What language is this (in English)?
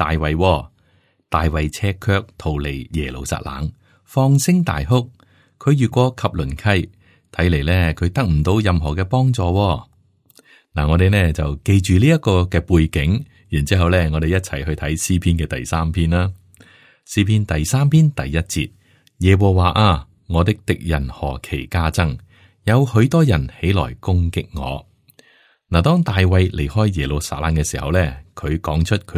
Cantonese